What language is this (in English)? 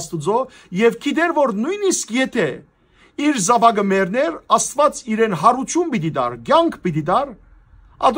Western Armenian